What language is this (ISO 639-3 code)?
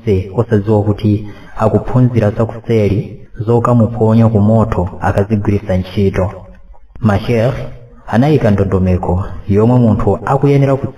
nya